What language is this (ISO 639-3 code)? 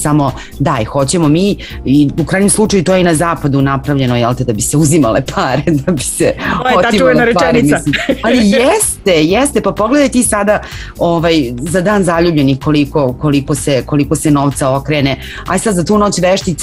srp